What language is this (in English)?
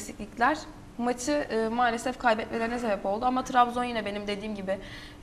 Turkish